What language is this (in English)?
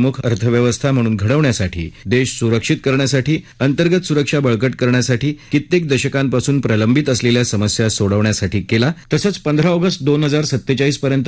Marathi